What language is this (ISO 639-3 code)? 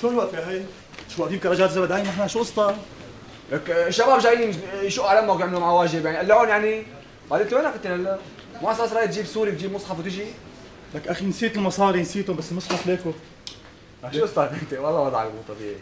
apc